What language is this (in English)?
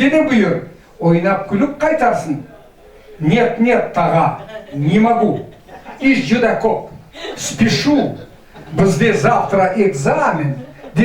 Crimean Tatar